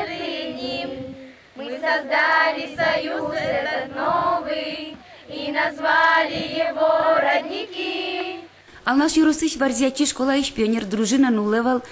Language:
Udmurt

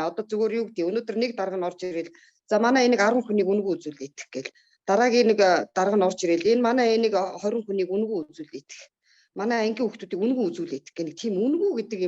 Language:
Mongolian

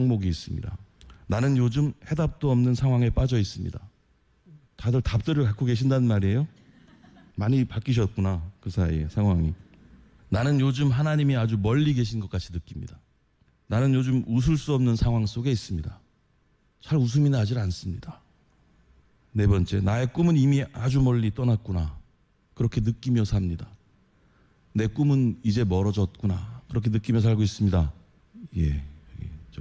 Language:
Korean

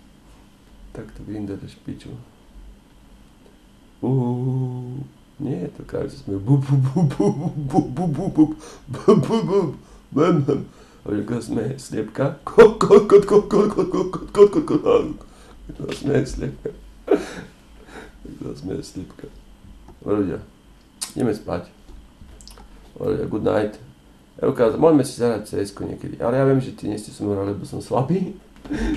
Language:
Slovak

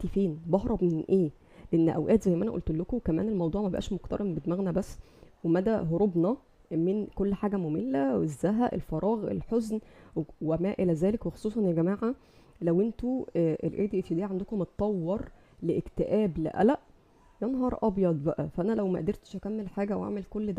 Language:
Egyptian Arabic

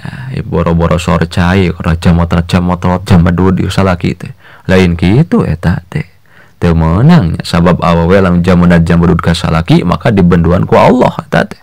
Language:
Sundanese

